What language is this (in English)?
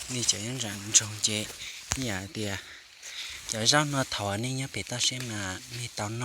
Hmong